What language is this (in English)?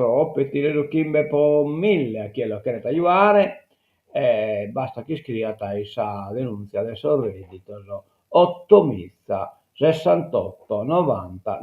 Sardinian